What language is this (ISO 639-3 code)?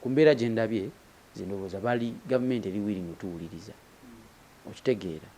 lug